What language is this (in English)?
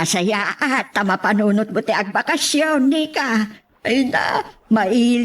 Iloko